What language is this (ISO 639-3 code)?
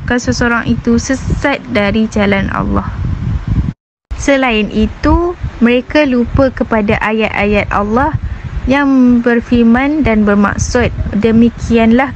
msa